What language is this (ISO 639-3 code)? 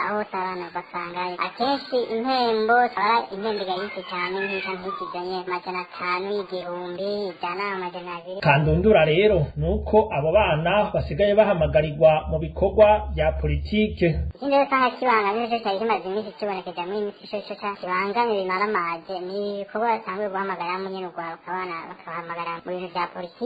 run